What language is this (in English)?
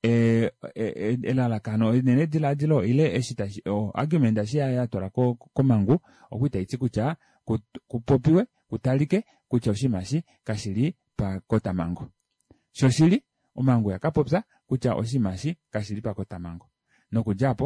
Kuanyama